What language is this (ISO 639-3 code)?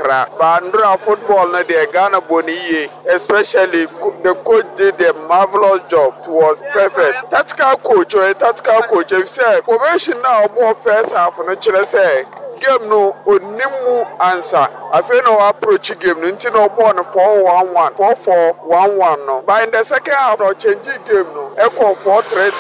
aka